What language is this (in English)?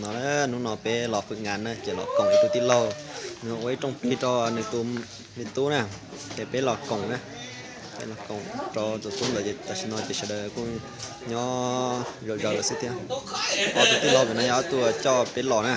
Hmong